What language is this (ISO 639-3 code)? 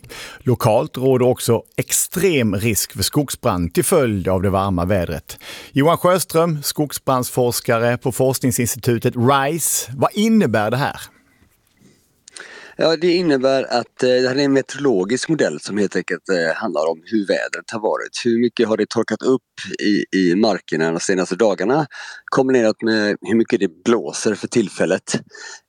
swe